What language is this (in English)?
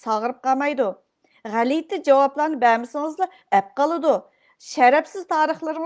Uyghur